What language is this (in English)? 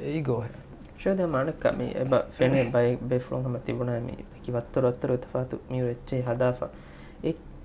Divehi